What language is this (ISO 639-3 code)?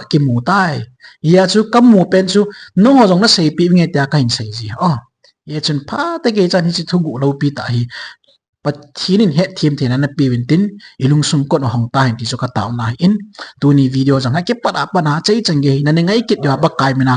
tcz